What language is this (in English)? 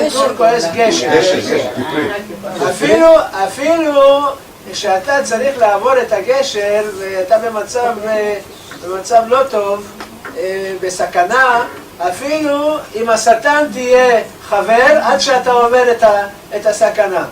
Ladino